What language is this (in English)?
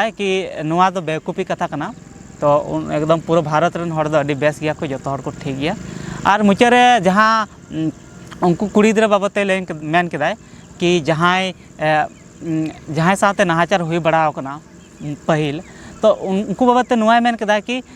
Santali